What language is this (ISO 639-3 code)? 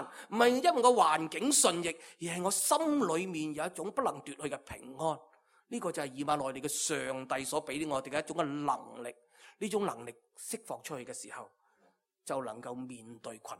yue